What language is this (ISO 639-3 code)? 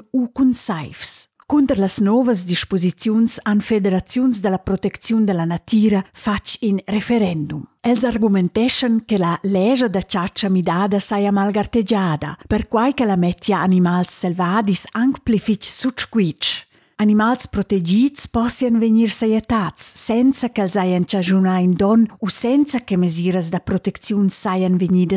roh